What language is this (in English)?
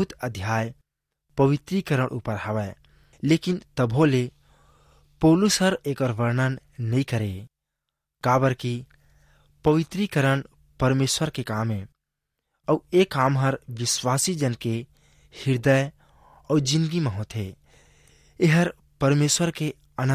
Chhattisgarhi